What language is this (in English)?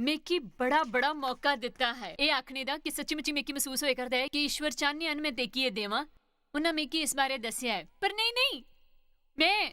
Dogri